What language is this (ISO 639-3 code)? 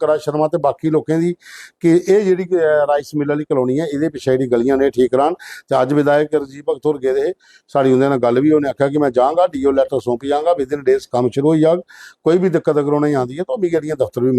doi